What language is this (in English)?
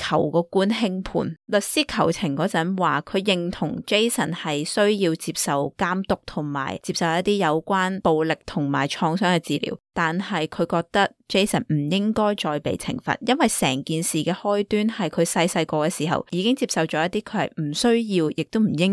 Cantonese